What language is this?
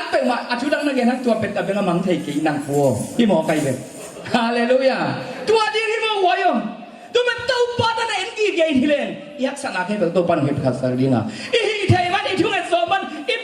Tedim Chin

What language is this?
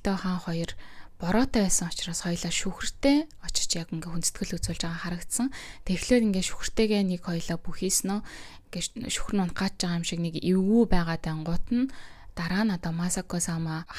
Mongolian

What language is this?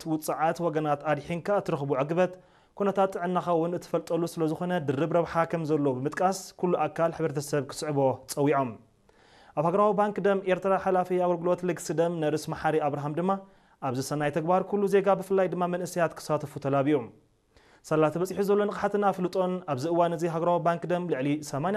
Tigrinya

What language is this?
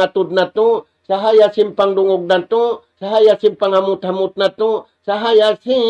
Tausug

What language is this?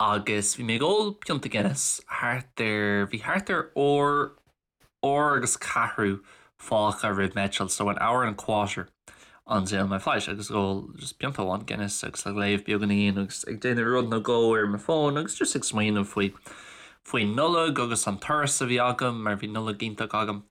Irish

